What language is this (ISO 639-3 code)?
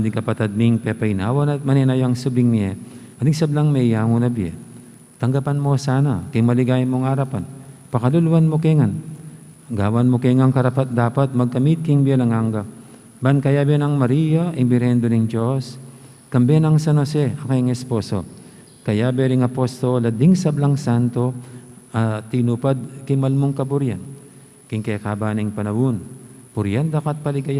pam